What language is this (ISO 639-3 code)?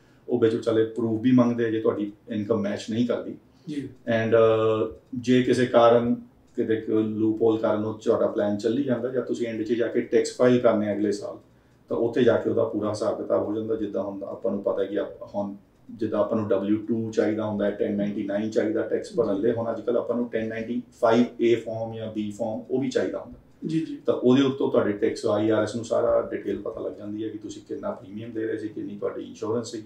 pan